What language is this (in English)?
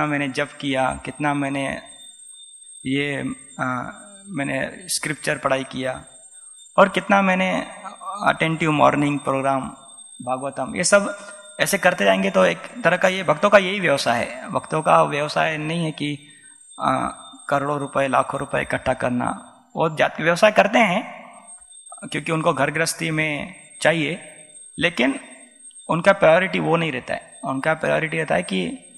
Hindi